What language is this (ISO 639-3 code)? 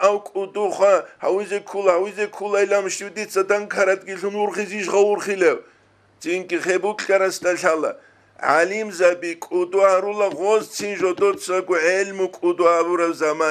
ava